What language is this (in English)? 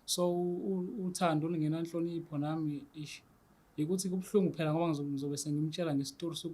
Zulu